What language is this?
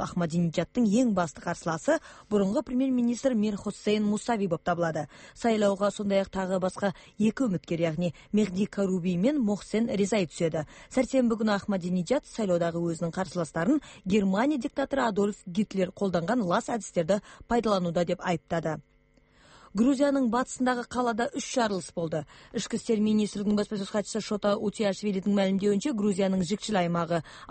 Kyrgyz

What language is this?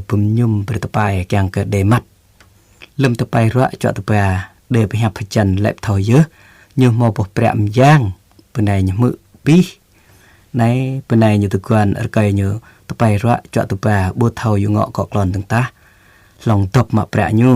Jarai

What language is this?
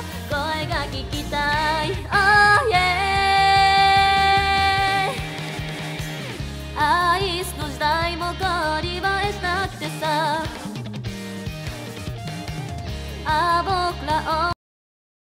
Japanese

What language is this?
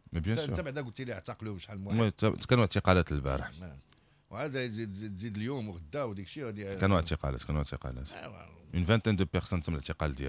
Moroccan Arabic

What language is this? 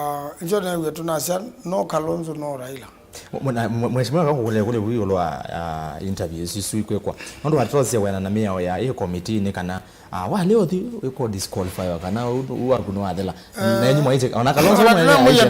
Kamba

